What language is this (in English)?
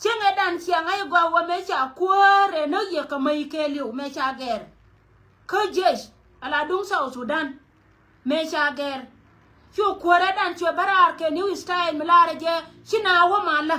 Nuer